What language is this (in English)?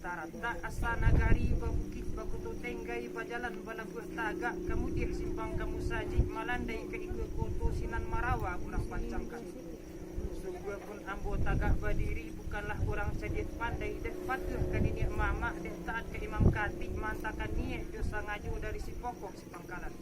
Minangkabau